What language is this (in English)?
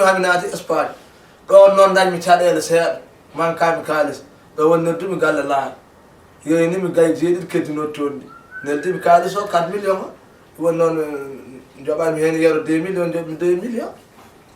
Fula